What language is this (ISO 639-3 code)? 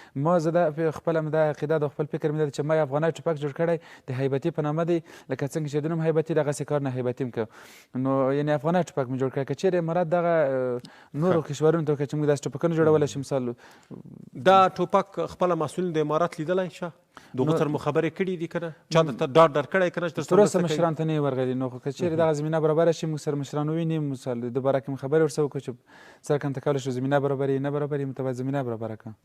pus